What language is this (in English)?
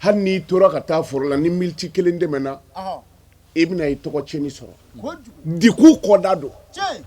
Bambara